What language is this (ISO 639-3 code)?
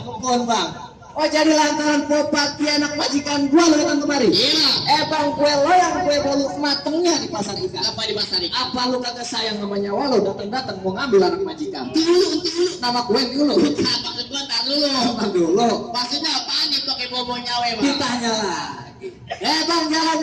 bew